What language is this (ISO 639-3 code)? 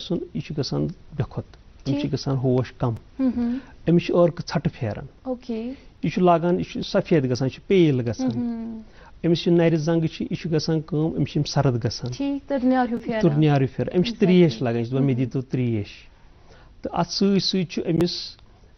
kas